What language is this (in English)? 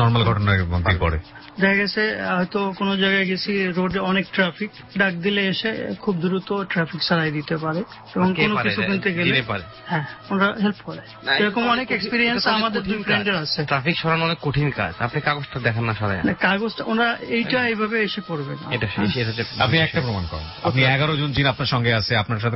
Bangla